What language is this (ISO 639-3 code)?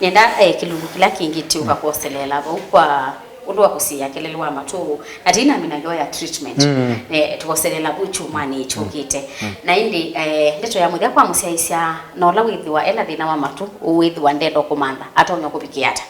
kam